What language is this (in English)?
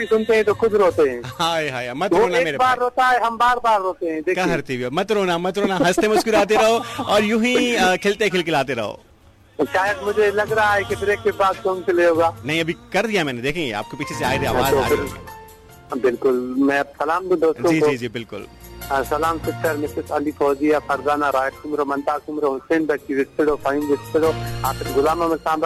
Hindi